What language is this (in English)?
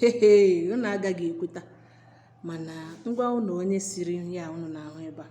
Igbo